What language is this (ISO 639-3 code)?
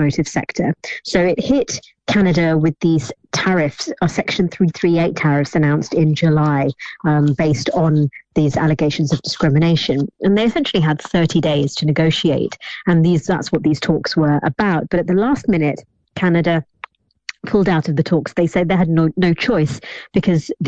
eng